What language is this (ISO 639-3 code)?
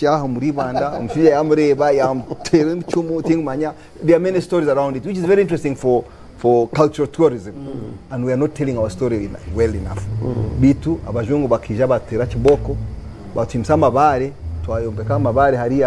nyn